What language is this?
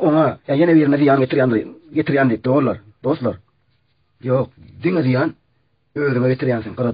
Turkmen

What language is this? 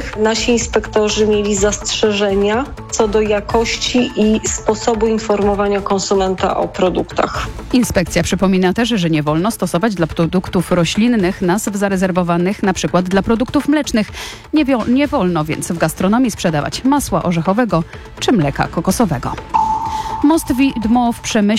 Polish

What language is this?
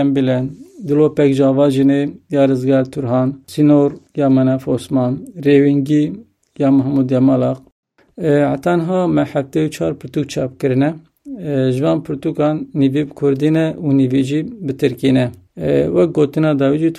Kurdish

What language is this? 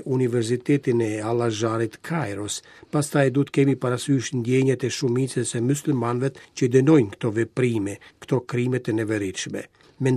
Albanian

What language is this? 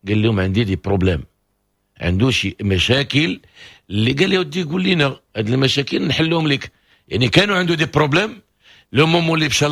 Moroccan Arabic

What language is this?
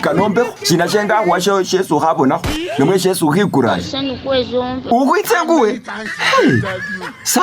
Masaaba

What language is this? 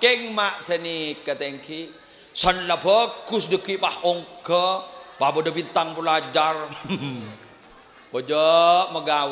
Madurese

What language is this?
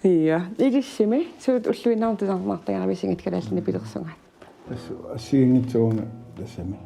Kalaallisut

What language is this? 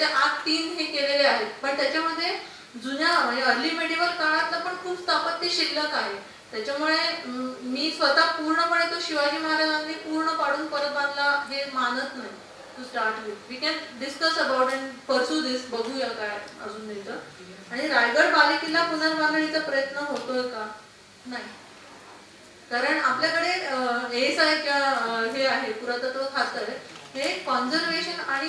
Marathi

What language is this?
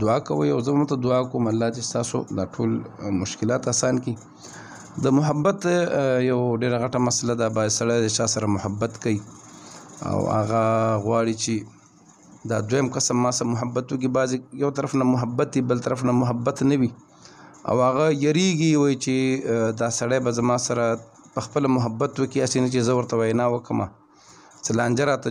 Pashto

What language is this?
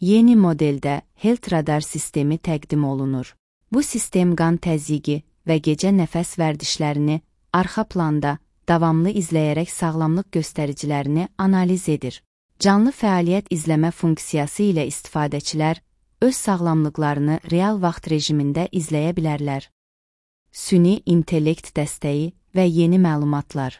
Azerbaijani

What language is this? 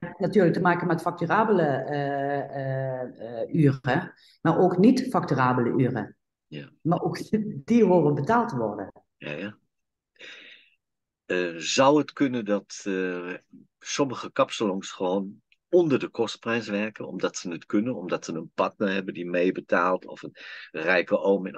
Dutch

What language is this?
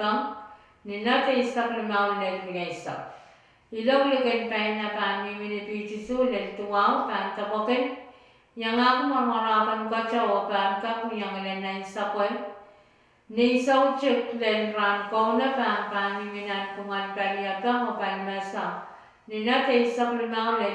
Pohnpeian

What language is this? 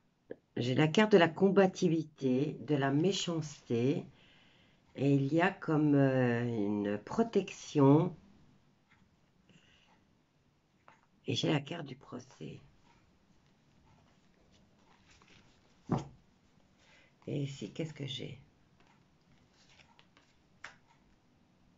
French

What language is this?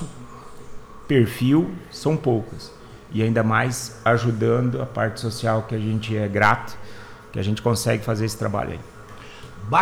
Portuguese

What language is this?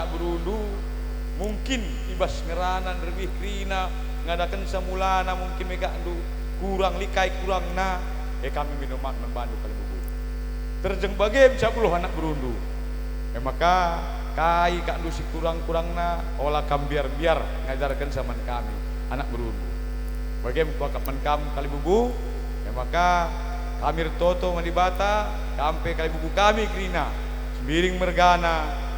Batak Karo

